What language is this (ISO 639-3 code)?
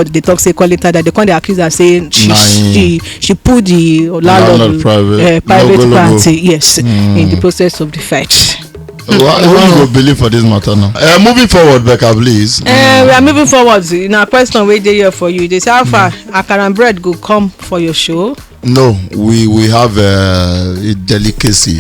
pcm